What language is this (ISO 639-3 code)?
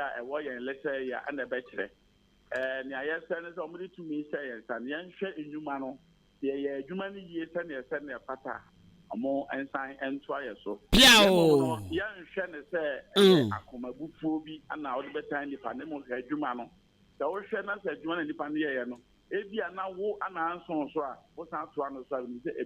aka